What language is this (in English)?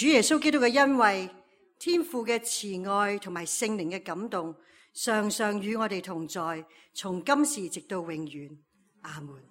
Cantonese